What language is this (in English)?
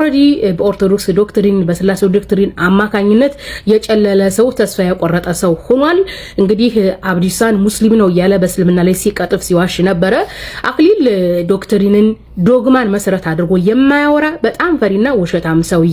Amharic